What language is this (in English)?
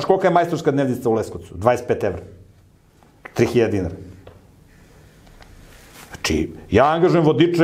Serbian